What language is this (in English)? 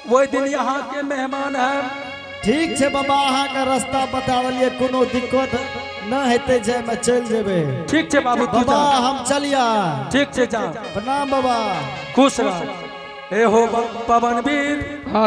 Angika